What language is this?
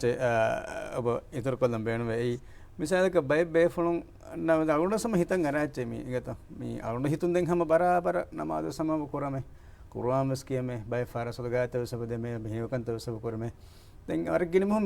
Divehi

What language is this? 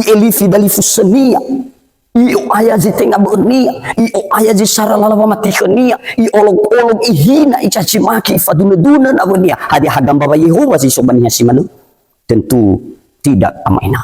Nias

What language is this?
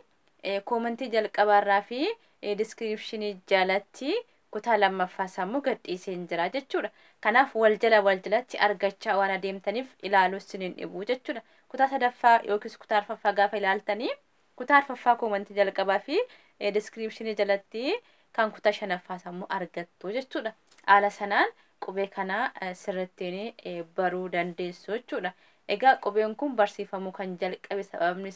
Oromo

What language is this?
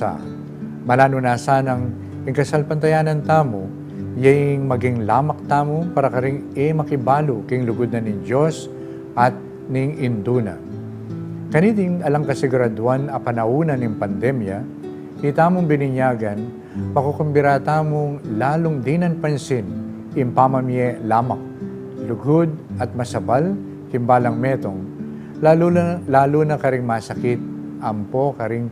Pampanga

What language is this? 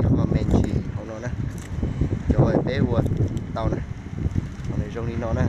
Hmong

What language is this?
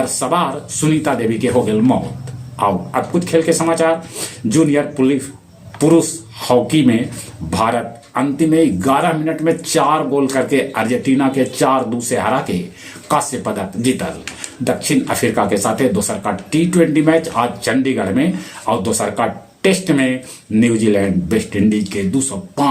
Magahi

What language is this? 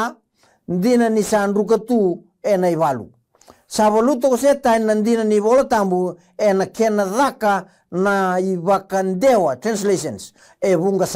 Fijian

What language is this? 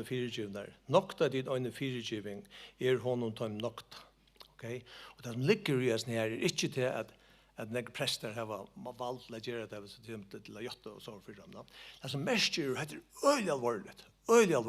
Faroese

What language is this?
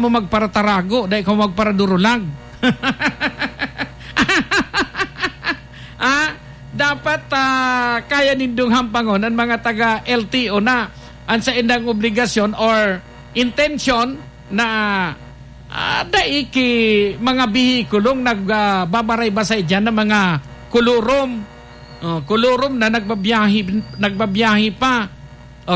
Bikol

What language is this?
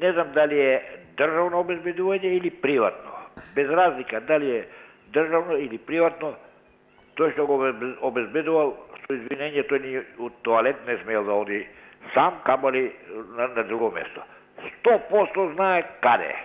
Macedonian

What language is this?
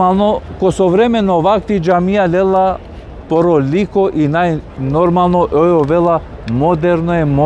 Balkan Romani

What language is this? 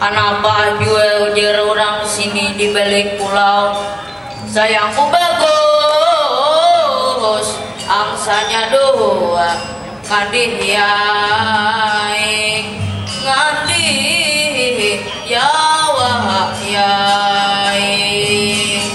Banjar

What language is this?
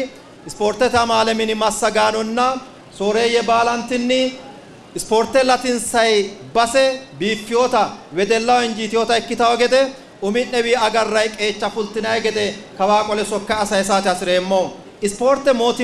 Sidamo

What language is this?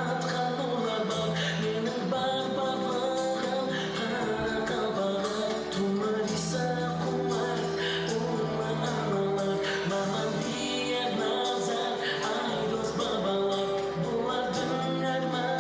Kara-Kalpak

